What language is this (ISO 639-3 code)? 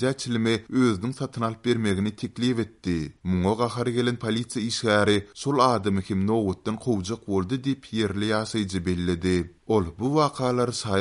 tuk